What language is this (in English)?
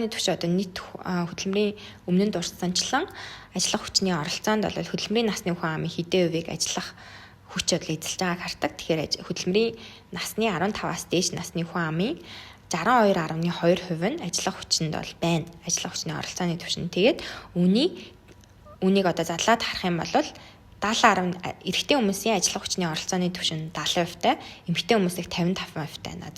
Mongolian